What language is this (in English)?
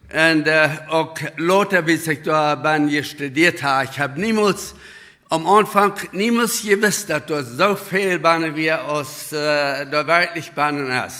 Plautdietsch